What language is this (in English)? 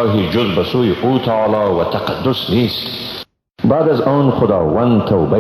Persian